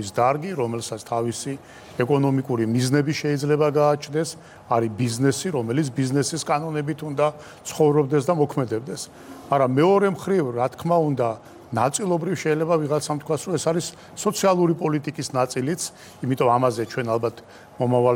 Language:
Georgian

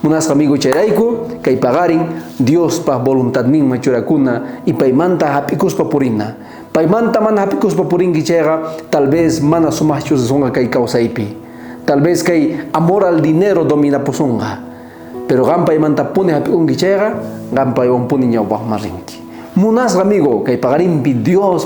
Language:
South Bolivian Quechua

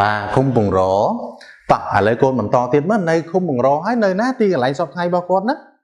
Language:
Khmer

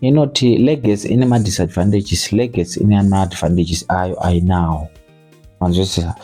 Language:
Shona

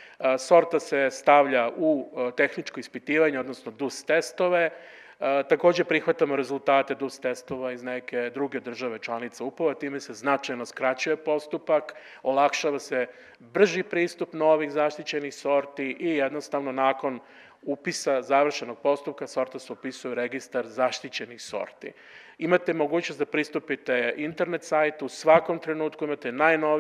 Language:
Serbian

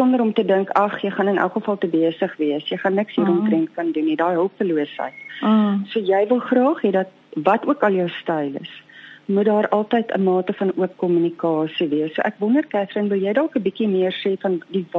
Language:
Afrikaans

